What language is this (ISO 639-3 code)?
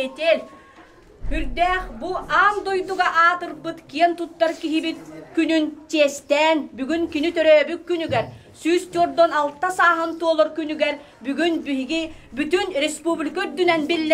sah